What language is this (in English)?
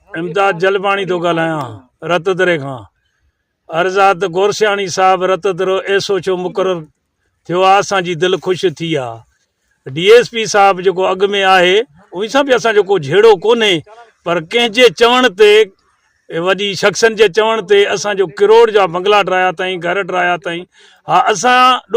Sindhi